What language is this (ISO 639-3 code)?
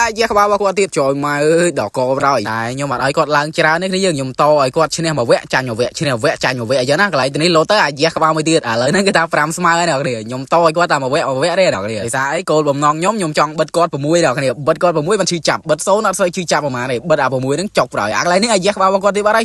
khm